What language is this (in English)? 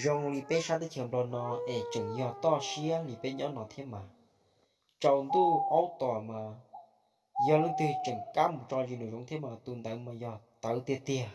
Hmong